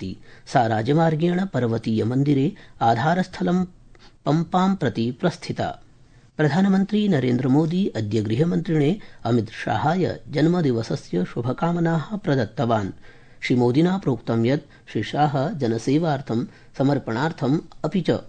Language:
Sanskrit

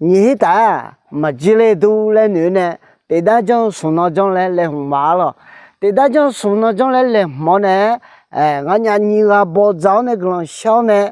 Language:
Akha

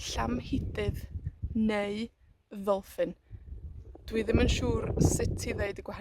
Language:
Welsh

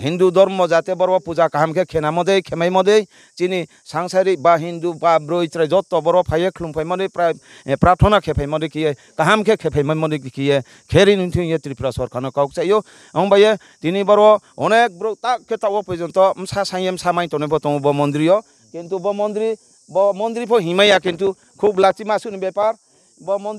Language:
Riang (India)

